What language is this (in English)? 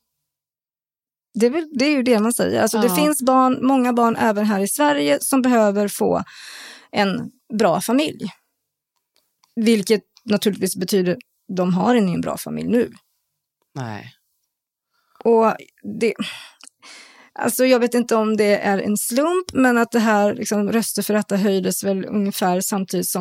Swedish